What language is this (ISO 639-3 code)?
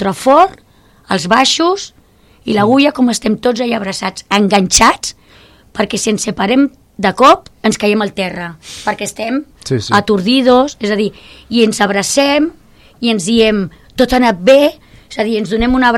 cat